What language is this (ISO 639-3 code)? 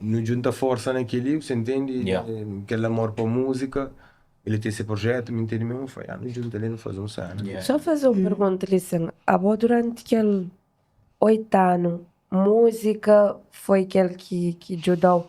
kea